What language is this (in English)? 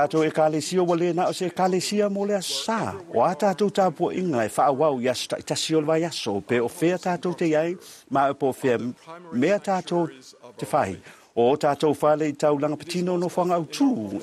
Samoan